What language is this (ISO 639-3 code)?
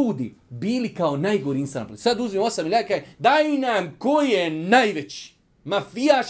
bos